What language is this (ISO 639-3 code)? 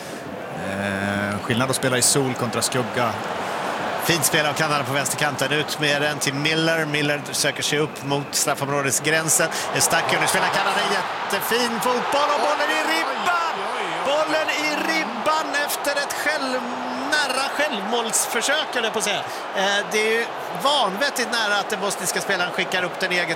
swe